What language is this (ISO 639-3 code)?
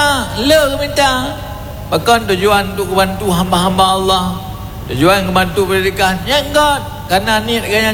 ace